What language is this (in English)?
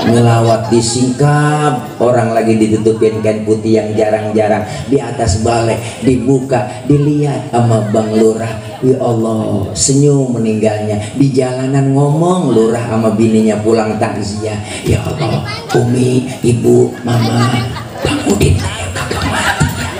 Betawi